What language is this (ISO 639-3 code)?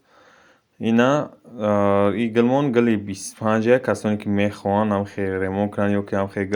tgk